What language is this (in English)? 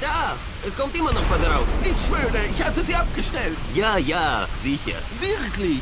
Bavarian